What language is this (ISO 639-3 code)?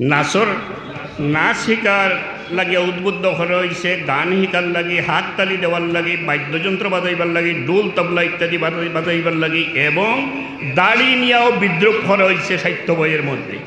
syl